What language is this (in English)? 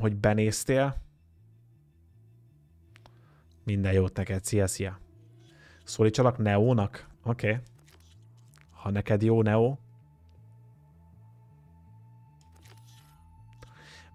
Hungarian